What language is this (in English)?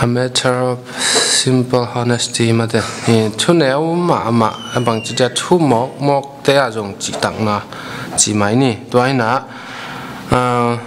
Tedim Chin